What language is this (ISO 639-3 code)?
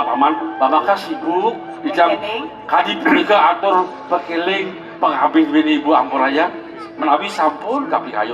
ban